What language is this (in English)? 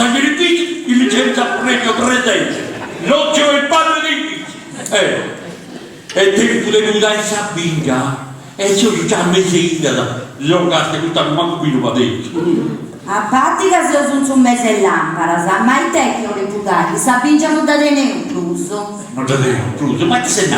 Sardinian